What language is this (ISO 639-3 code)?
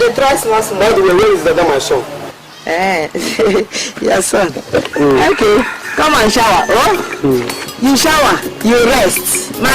pcm